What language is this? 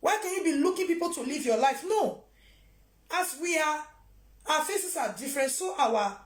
Nigerian Pidgin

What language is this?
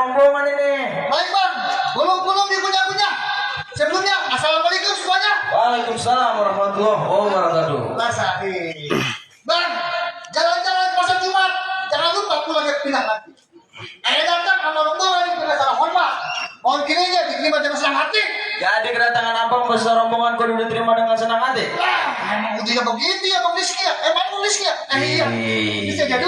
Betawi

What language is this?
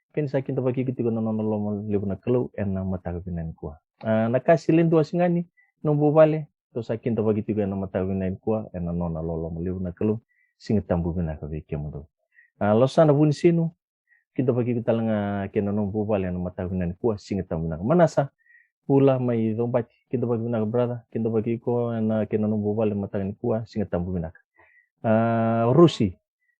Fijian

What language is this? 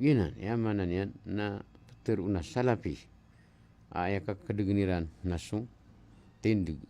Maranao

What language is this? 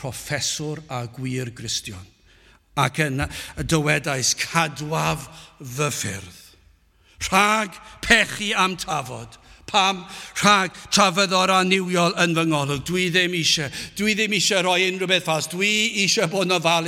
Welsh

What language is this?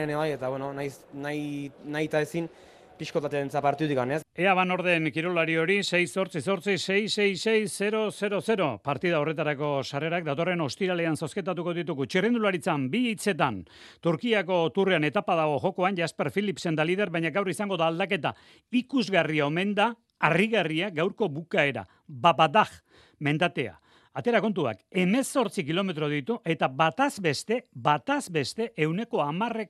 Basque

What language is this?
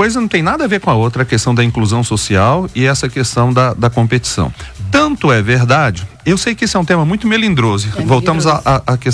Portuguese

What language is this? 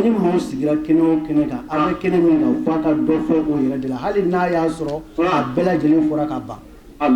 Bambara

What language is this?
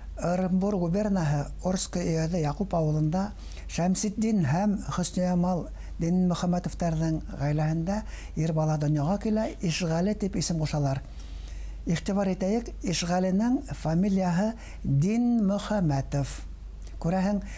Bashkir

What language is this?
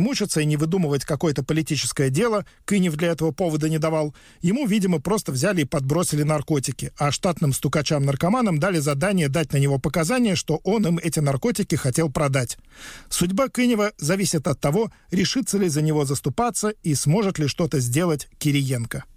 Russian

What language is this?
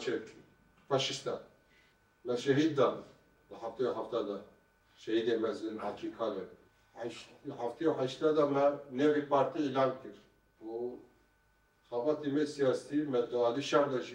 Kurdish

